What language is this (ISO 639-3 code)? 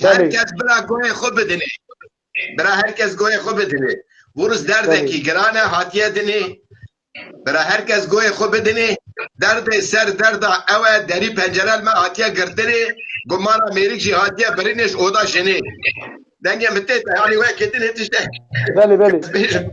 kur